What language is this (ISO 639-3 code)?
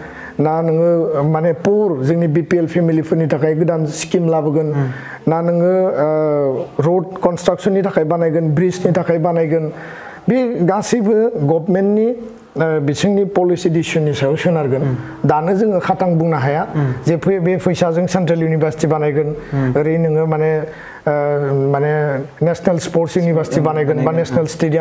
brx